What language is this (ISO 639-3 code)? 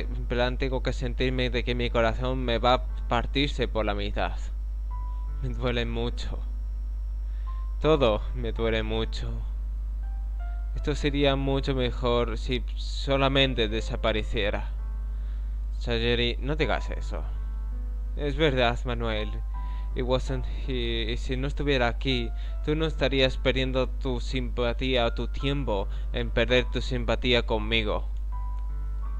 spa